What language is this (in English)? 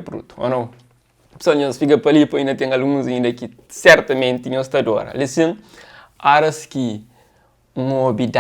Kabuverdianu